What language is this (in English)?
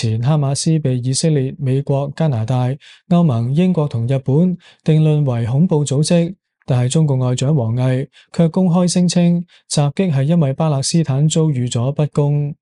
Cantonese